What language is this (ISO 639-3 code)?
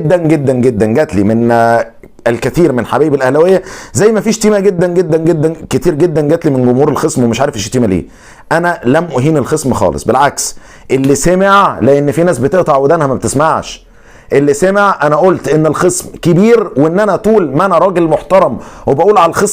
arz